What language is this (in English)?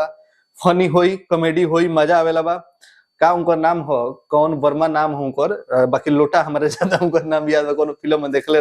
Bhojpuri